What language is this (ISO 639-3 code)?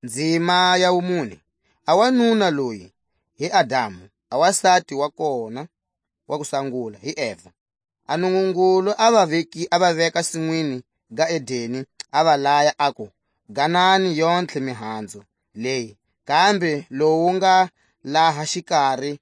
tsc